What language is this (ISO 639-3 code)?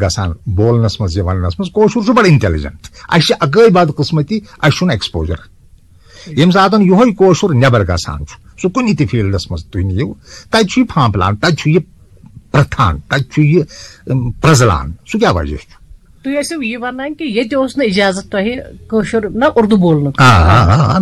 kas